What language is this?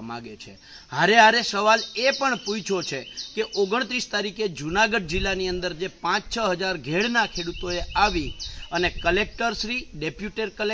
Gujarati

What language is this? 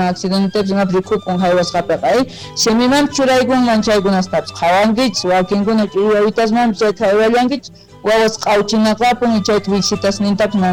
South Bolivian Quechua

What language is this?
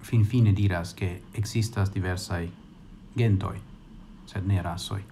Esperanto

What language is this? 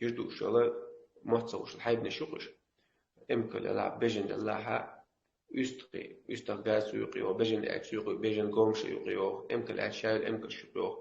Chechen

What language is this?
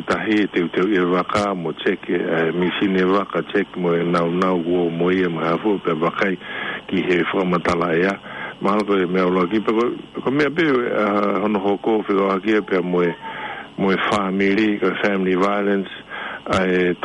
Tongan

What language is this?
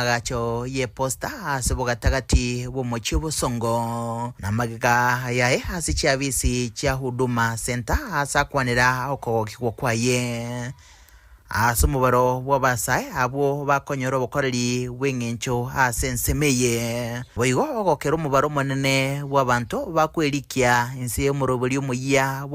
Gusii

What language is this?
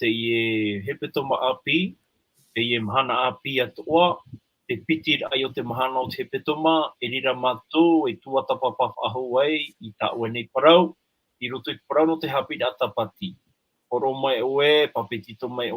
Tahitian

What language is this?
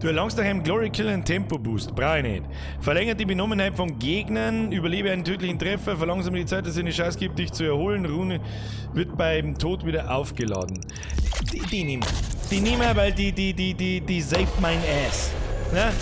Bavarian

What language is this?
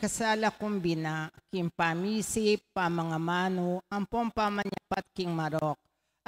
Pampanga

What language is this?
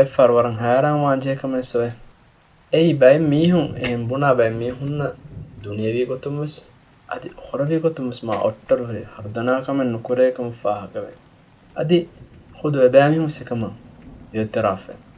Divehi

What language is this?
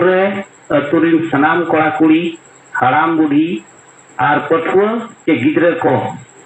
Santali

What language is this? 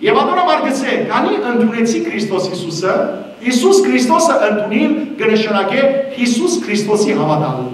Western Armenian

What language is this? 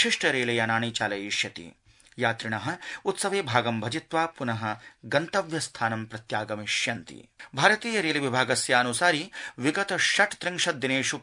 Sanskrit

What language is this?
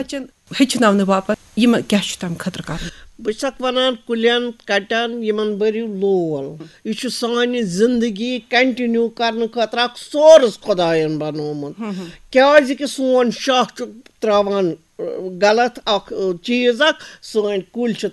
Kashmiri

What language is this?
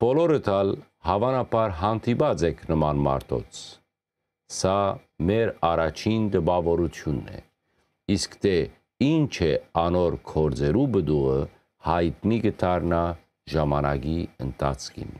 Western Armenian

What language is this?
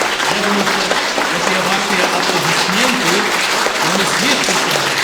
Belarusian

